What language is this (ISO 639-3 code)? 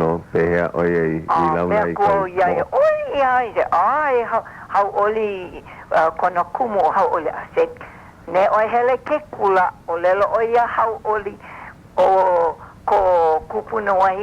haw